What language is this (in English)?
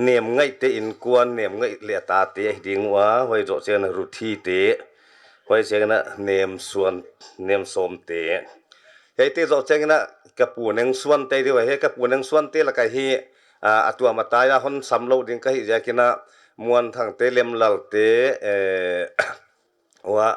Paite Chin